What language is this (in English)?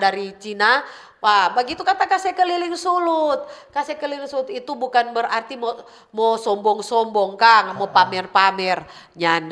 Manado Malay